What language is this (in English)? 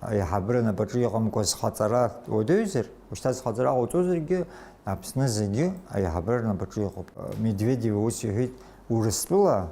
Abkhazian